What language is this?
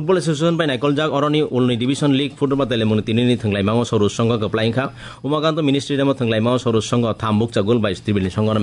Kok Borok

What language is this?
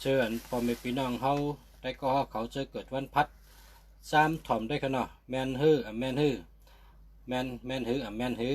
Shan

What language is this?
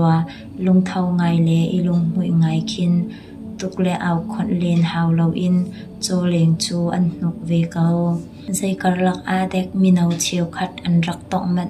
Hakha Chin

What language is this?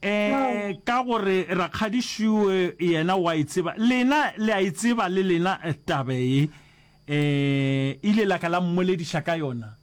Northern Sotho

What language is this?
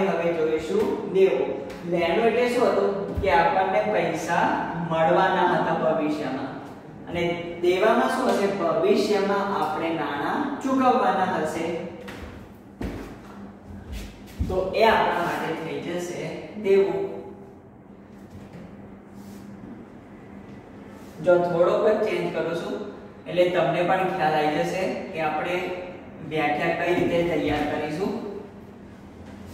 Gujarati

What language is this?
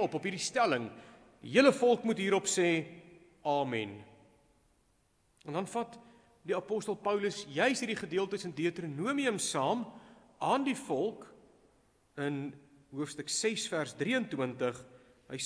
Afrikaans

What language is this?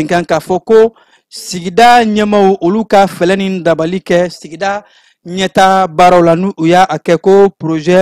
Bambara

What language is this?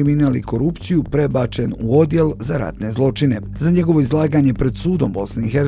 Bosnian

